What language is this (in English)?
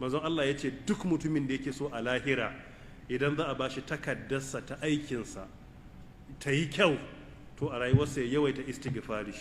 Hausa